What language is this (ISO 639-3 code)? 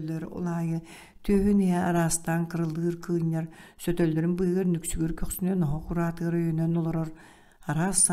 sah